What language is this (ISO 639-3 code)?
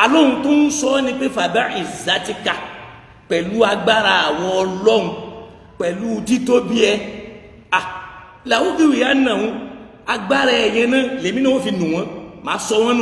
yor